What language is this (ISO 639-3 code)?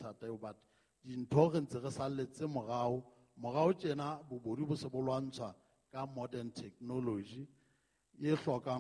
sot